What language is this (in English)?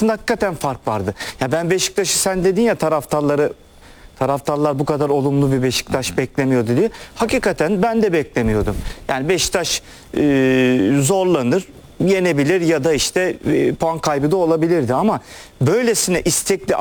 Turkish